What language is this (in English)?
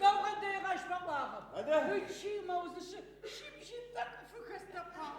Adyghe